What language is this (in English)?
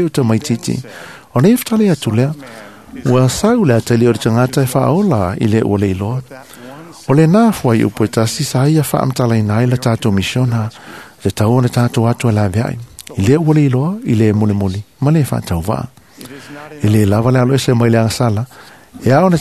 Samoan